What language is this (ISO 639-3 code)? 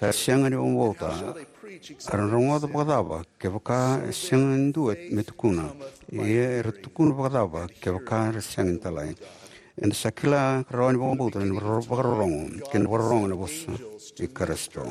fij